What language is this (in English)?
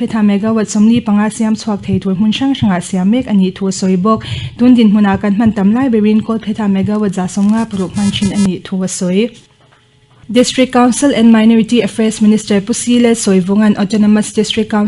Mizo